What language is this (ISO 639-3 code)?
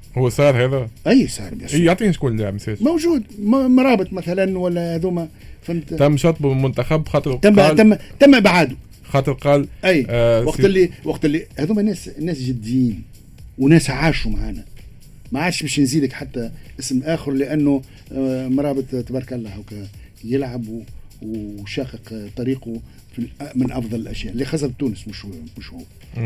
aeb